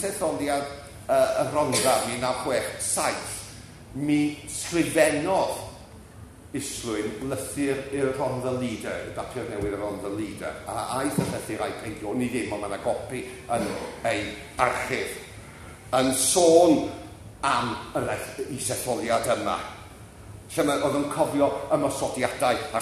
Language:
Welsh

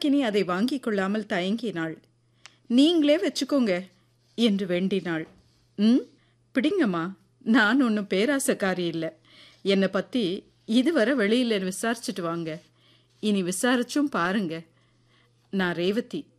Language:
Tamil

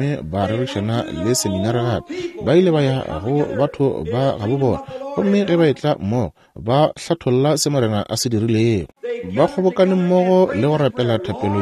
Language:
Northern Sotho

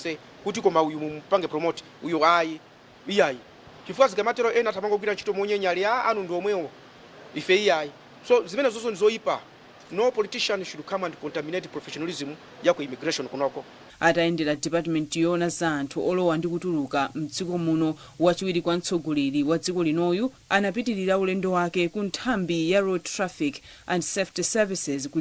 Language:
Nyanja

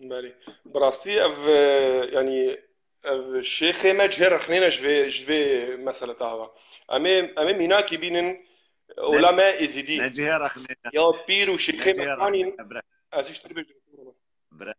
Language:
Kurdish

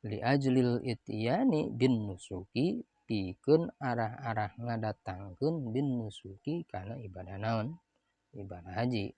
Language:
Sundanese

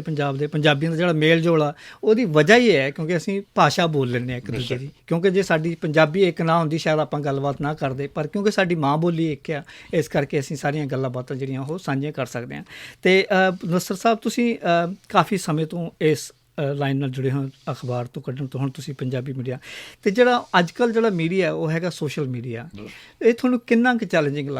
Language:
Western Panjabi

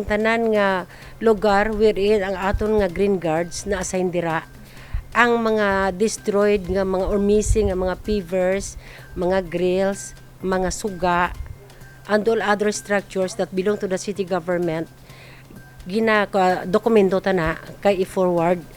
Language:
Hiligaynon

